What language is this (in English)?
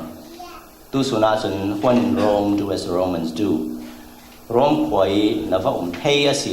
Falam Chin